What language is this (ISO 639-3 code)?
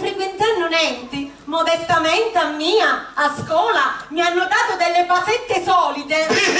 scn